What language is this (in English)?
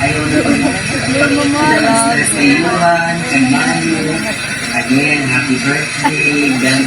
Waray